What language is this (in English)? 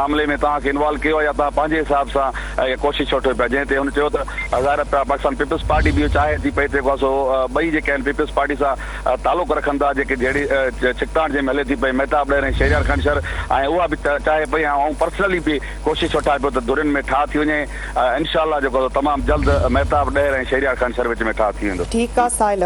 Sindhi